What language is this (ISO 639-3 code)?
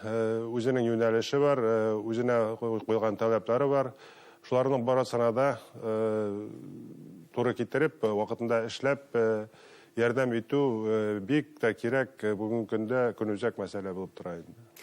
bak